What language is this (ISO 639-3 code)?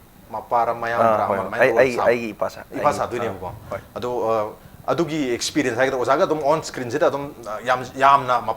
mni